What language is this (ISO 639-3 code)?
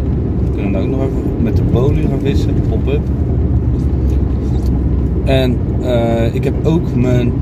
nld